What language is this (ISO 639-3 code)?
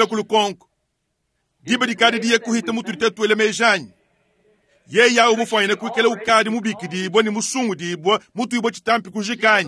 lua